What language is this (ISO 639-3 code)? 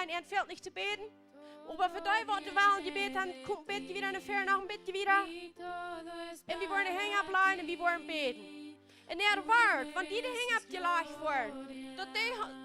pdt